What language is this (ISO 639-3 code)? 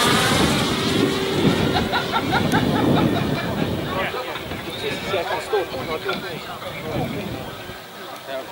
afr